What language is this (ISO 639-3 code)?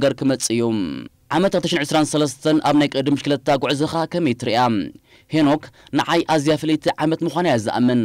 tir